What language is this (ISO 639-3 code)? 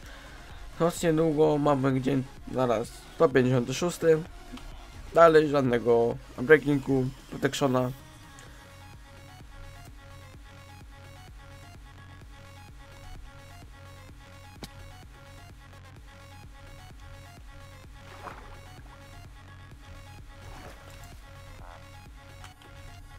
pol